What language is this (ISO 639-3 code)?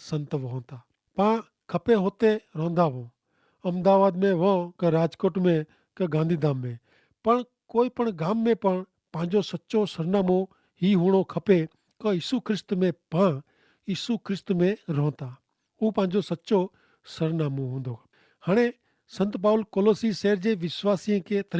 kfr